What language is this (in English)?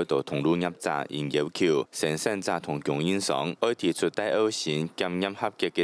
Hakka Chinese